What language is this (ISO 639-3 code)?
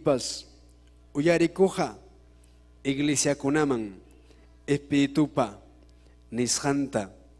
quy